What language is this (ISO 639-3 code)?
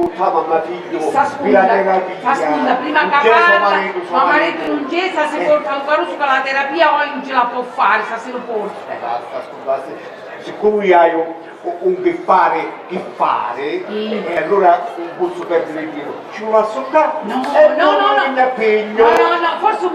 scn